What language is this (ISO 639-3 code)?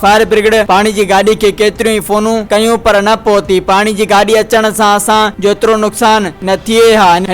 snd